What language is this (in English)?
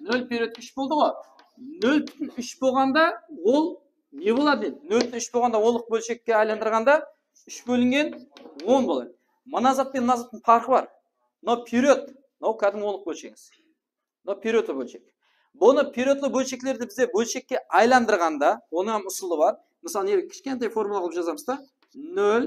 Kara-Kalpak